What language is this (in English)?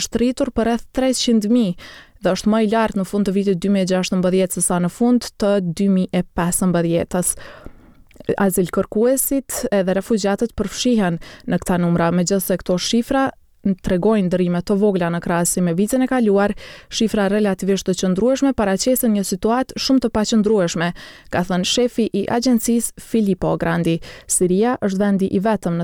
Albanian